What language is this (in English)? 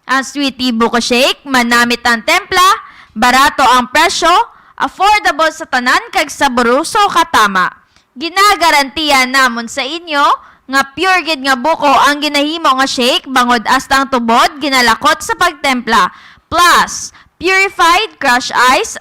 Hiligaynon